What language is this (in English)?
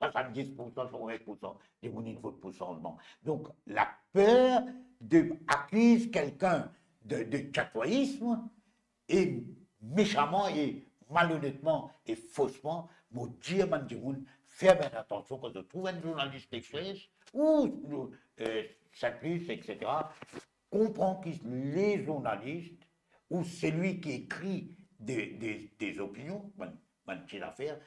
Morisyen